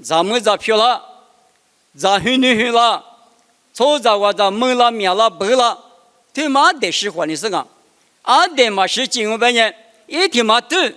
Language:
Lisu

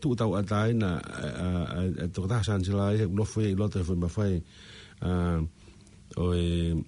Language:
Tongan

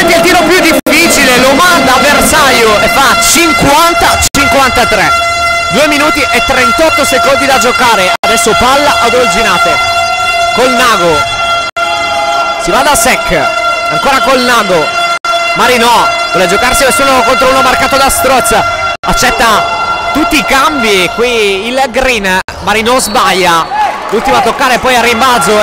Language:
Italian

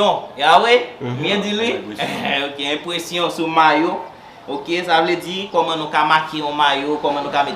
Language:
Haitian Creole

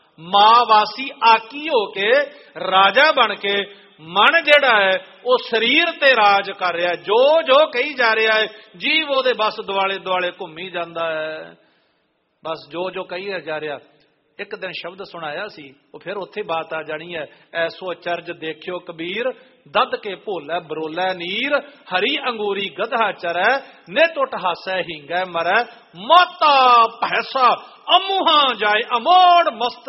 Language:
Punjabi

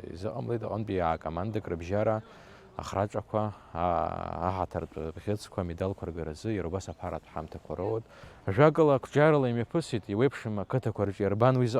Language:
Abkhazian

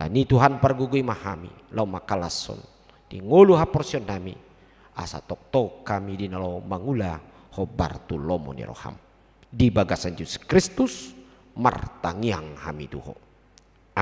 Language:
Batak Toba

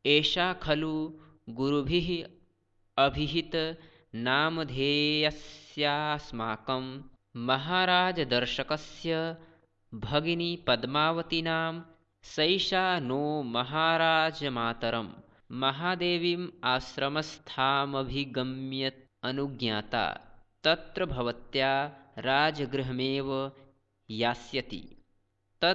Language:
Sanskrit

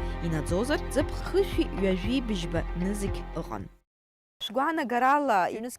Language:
Abkhazian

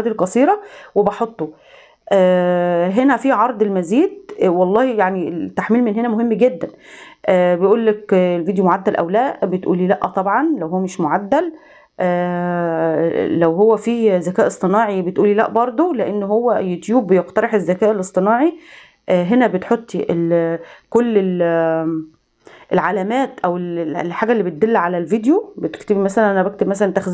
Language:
Egyptian Arabic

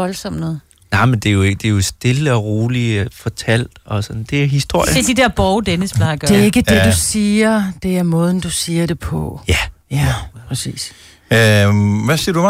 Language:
Danish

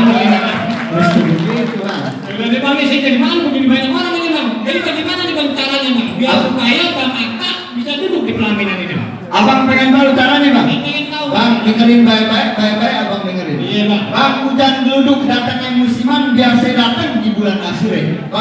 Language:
Betawi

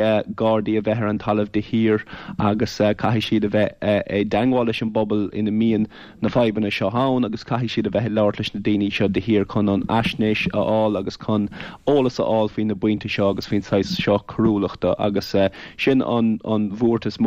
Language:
Irish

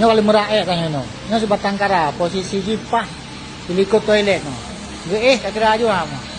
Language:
Achinese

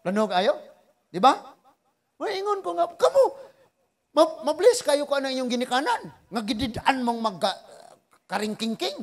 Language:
Cebuano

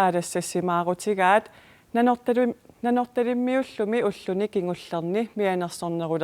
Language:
Kalaallisut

